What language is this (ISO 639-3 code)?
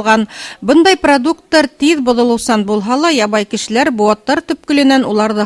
bak